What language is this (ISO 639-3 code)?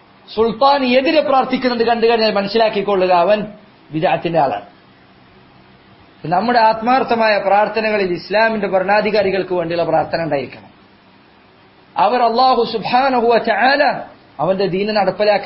mal